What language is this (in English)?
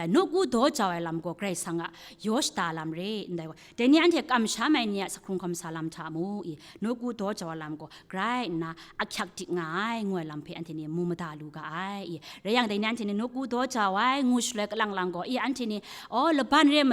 Kachin